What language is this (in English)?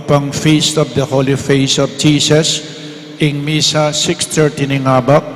Pampanga